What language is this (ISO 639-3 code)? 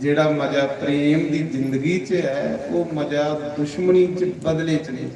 doi